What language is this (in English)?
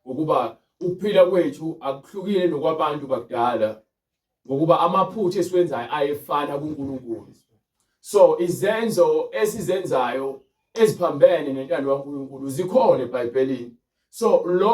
Zulu